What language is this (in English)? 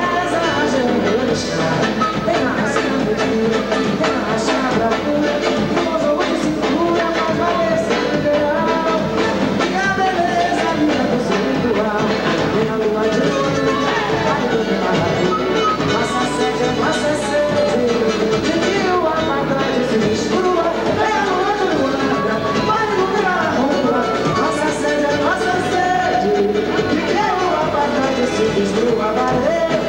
Portuguese